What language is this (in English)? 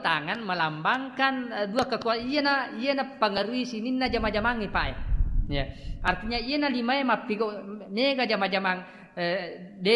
Buginese